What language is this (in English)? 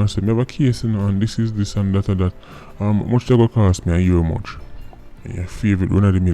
Jamaican Creole English